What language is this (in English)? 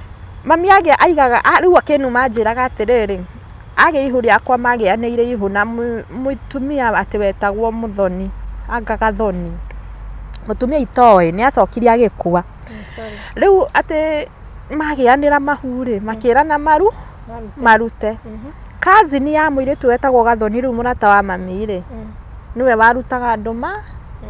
Kikuyu